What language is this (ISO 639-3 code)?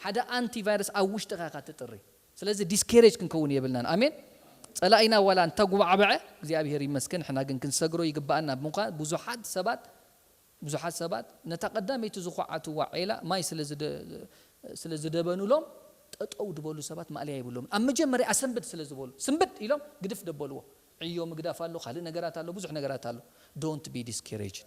tir